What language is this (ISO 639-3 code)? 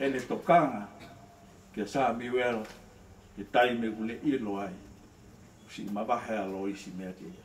ton